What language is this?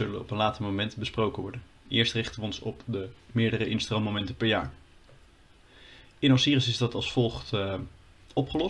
Dutch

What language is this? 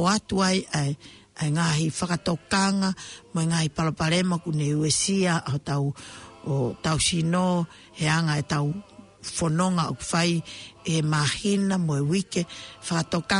Tongan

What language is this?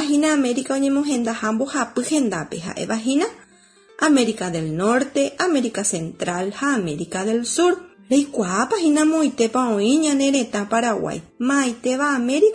Guarani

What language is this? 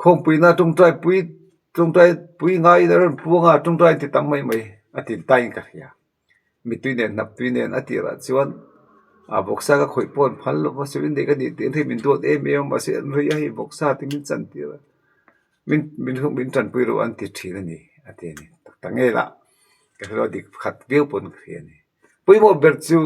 Mizo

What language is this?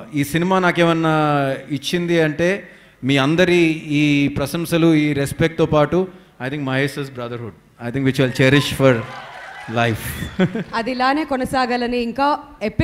Telugu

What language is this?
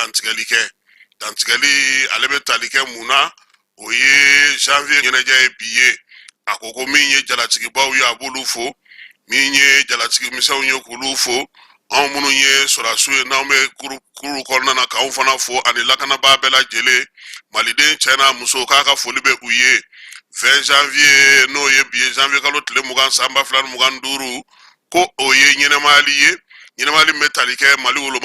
Bambara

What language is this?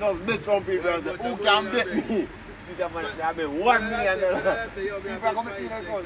Jamaican Creole English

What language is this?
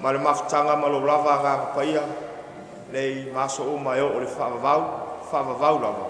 Samoan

